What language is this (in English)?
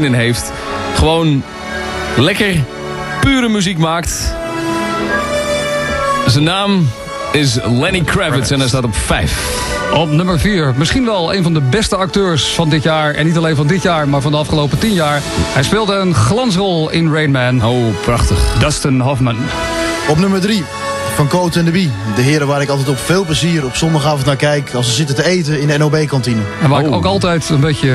Dutch